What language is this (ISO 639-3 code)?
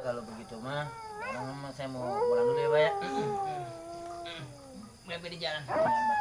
bew